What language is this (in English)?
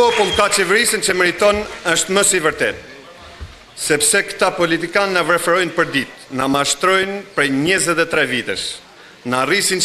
Albanian